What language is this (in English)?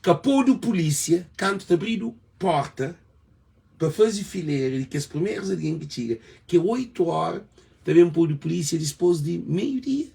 Kabuverdianu